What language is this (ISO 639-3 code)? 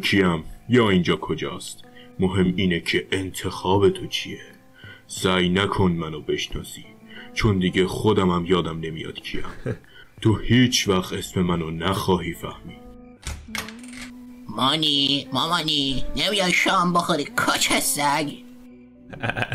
fas